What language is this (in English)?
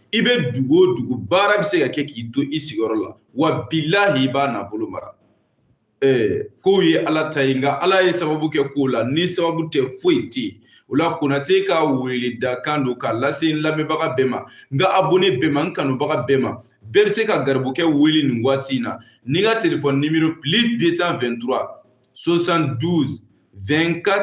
Bambara